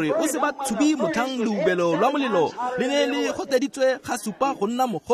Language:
Tswana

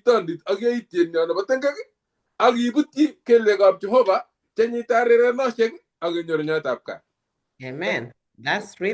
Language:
Kalenjin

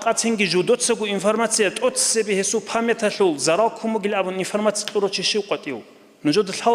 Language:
Avaric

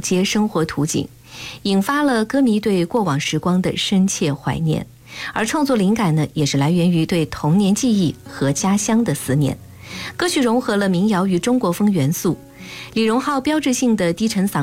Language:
Chinese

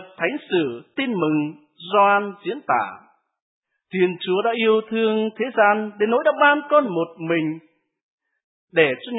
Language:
Vietnamese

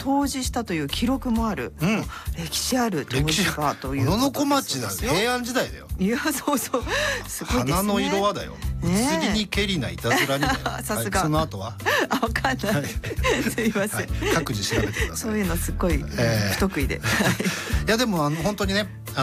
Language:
Japanese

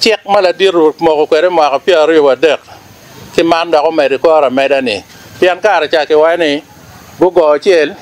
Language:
Acoli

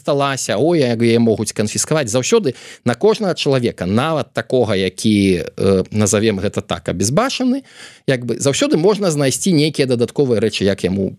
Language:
Belarusian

